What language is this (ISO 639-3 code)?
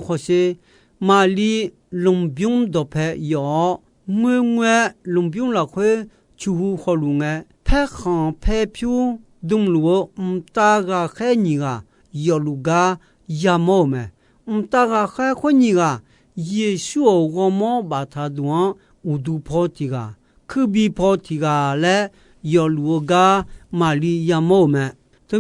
ahk